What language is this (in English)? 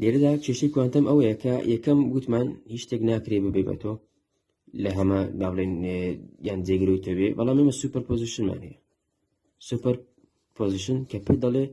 Central Kurdish